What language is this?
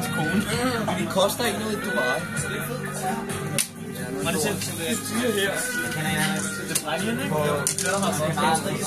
Danish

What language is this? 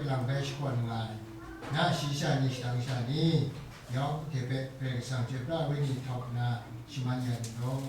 Kachin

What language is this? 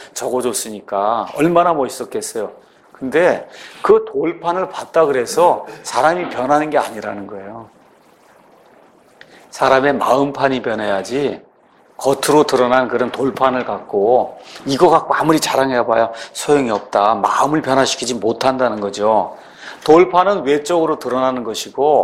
Korean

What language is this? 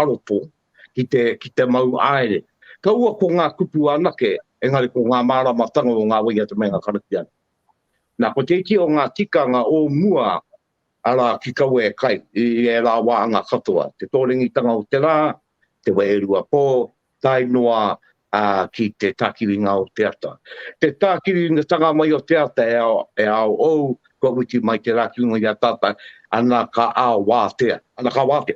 Māori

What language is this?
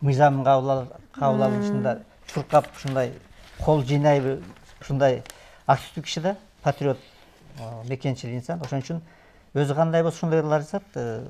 Kyrgyz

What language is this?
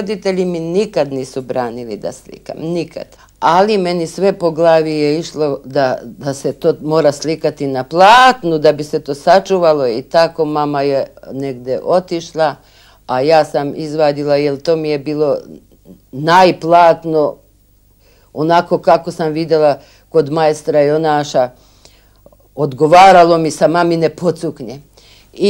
Serbian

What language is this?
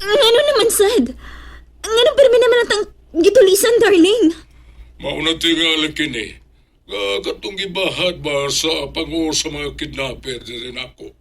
Cebuano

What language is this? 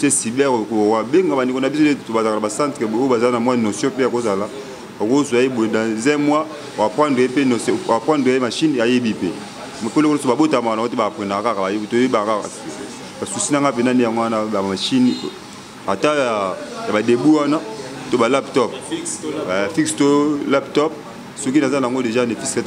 Lingala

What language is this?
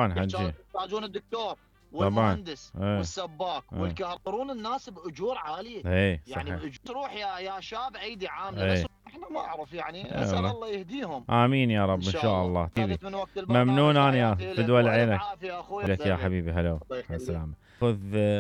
Mesopotamian Arabic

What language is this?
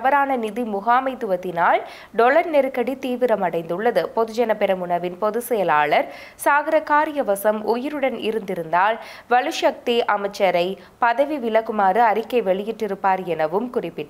Tamil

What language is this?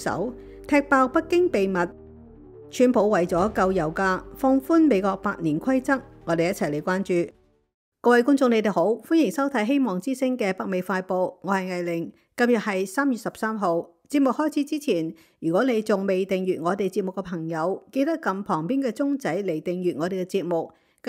Cantonese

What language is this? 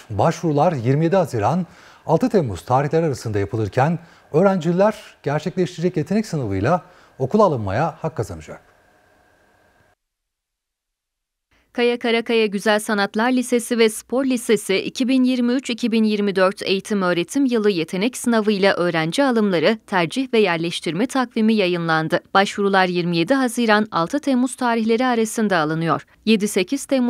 Turkish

